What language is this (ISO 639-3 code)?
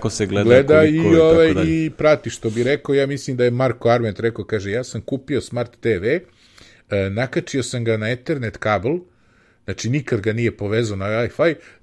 srp